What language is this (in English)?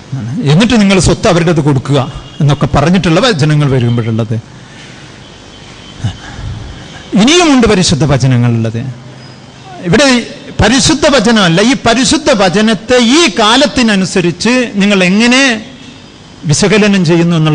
Malayalam